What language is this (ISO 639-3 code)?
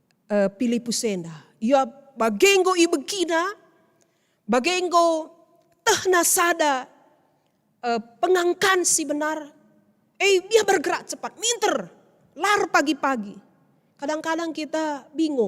btx